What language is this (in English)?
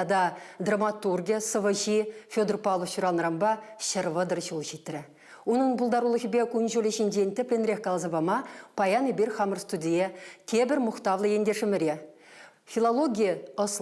Chuvash